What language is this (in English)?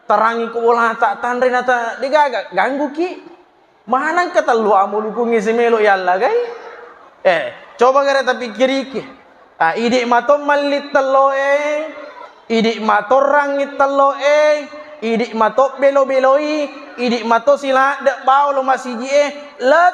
Buginese